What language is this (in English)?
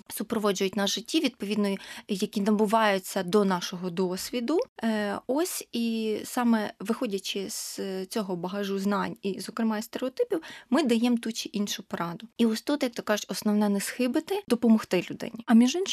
Ukrainian